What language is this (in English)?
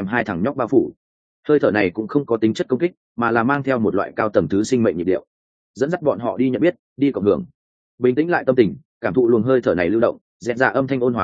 Vietnamese